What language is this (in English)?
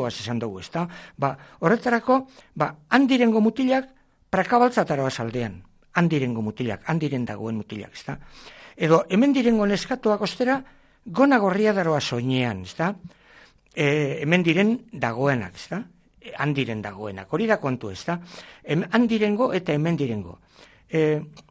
Basque